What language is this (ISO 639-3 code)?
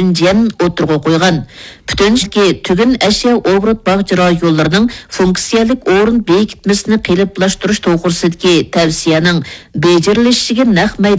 uig